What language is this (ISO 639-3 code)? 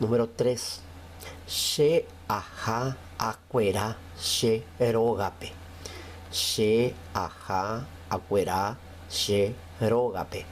grn